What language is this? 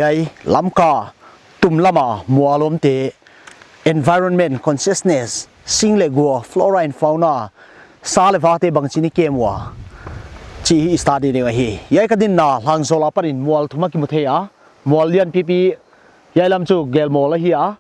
Paite Chin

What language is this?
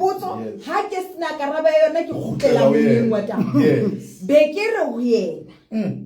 Southern Sotho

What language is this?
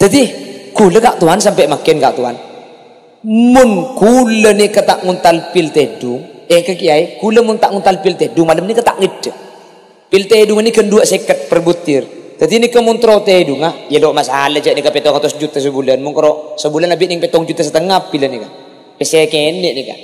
Madurese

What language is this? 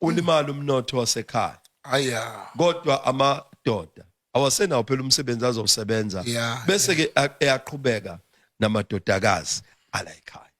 Zulu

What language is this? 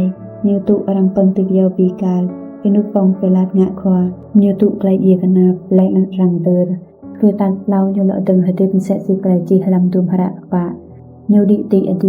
Rade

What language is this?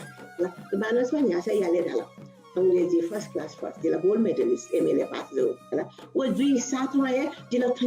Newari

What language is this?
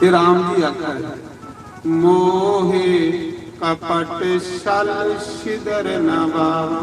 Dogri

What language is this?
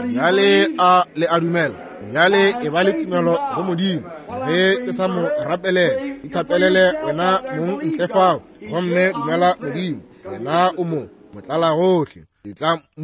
Northern Sotho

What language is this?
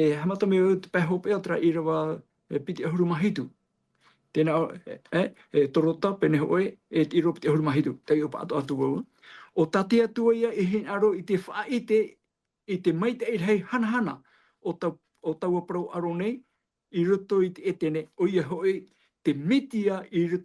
Tahitian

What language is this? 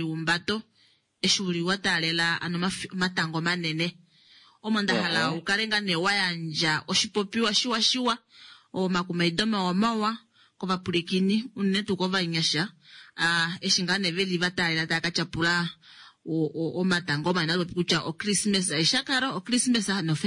Kuanyama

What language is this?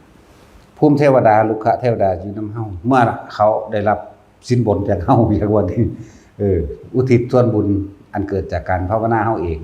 Northeastern Thai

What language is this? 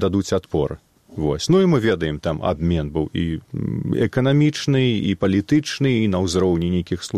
Belarusian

